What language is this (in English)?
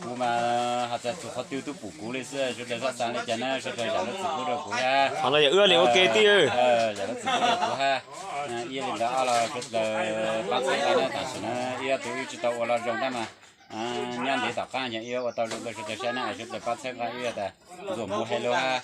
Hmong